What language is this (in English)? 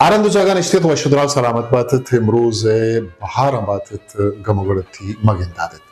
Eastern Balochi